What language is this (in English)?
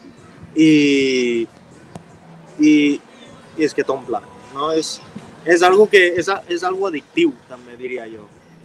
Catalan